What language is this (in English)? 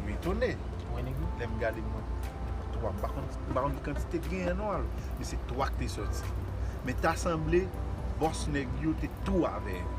Haitian Creole